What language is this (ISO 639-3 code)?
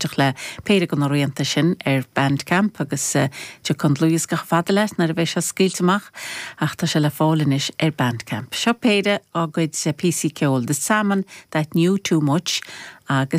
gle